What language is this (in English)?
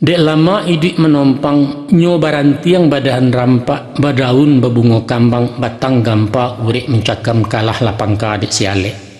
Minangkabau